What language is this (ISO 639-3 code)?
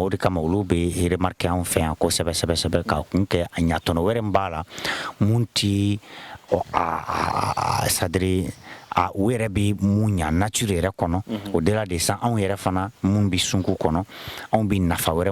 bam